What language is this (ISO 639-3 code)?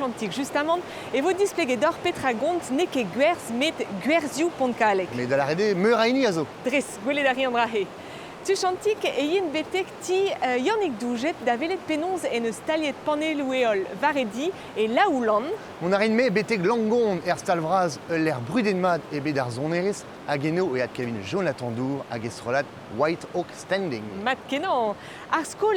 bre